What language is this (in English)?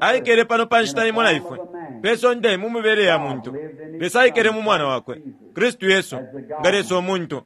Bemba